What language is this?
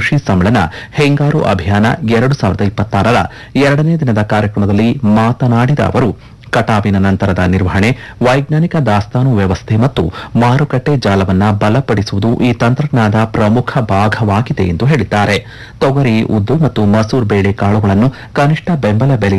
Kannada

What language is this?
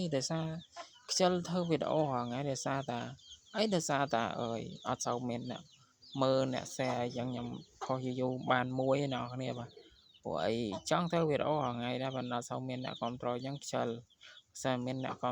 Khmer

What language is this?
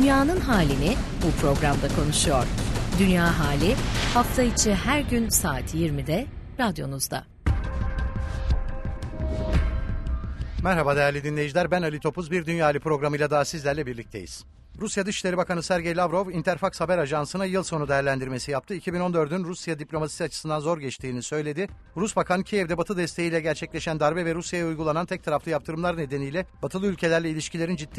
Turkish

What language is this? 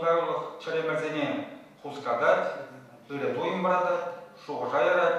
Chuvash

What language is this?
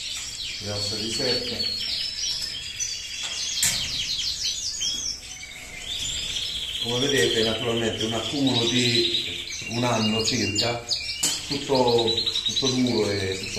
Italian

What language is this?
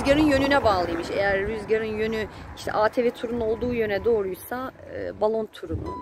Turkish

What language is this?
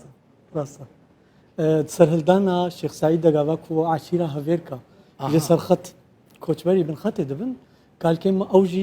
Kurdish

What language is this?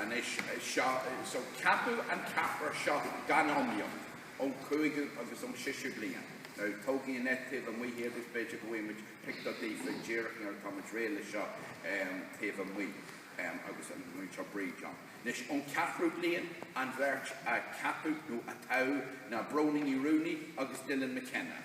Irish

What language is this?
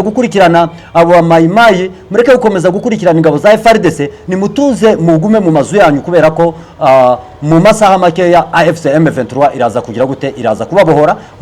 Kinyarwanda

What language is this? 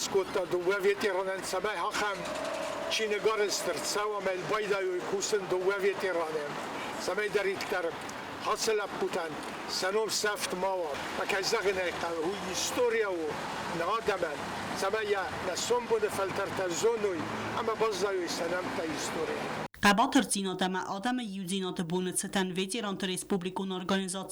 Ossetic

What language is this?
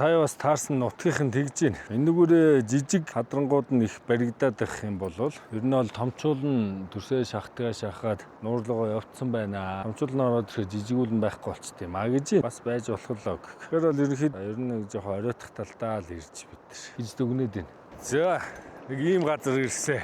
Mongolian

